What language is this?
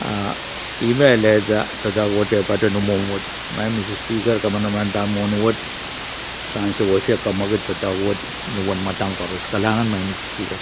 Pohnpeian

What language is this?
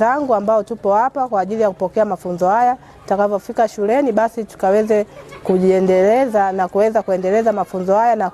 Swahili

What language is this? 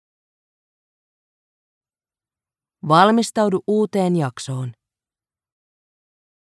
Finnish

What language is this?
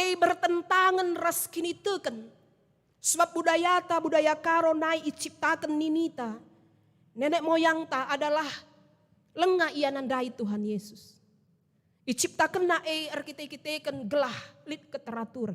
Batak Karo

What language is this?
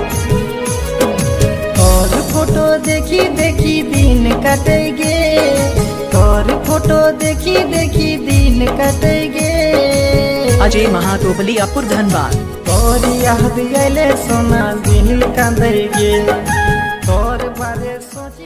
Magahi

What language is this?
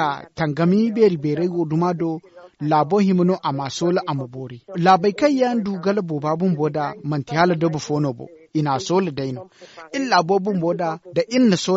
Zarma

